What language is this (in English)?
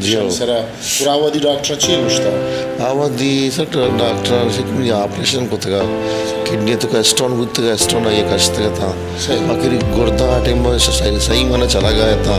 Baluchi